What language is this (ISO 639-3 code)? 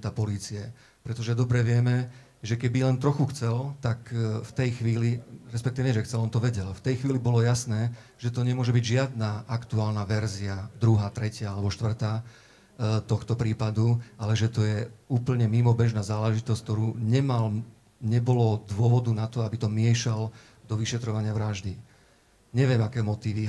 slk